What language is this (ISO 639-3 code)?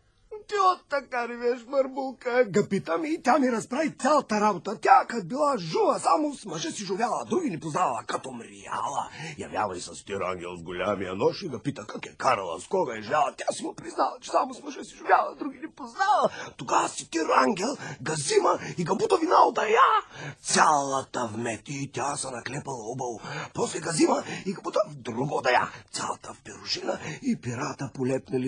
bul